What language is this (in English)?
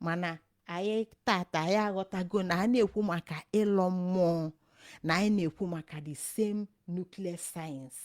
Igbo